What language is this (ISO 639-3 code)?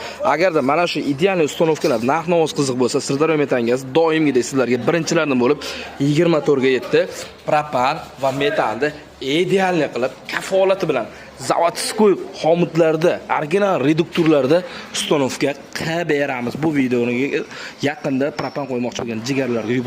uzb